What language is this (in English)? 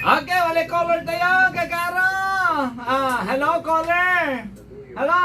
Pangasinan